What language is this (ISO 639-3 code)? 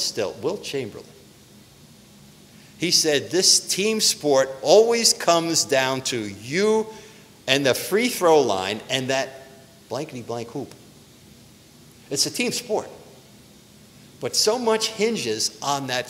eng